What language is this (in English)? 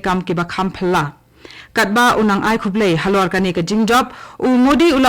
Khasi